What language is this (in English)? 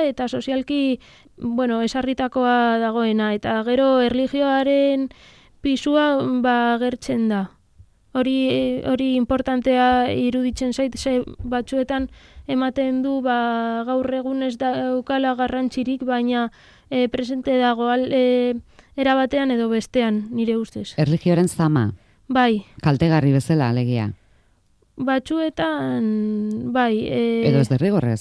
Basque